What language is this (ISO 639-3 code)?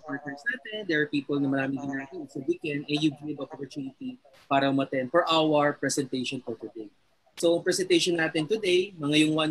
fil